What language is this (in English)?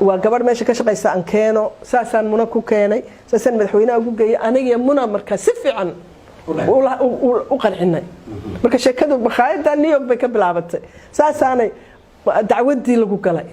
Somali